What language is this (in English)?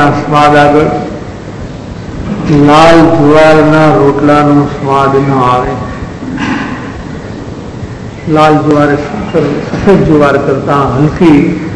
Gujarati